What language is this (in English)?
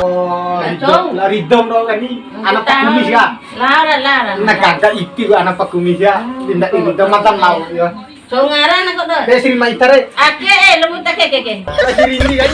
Bima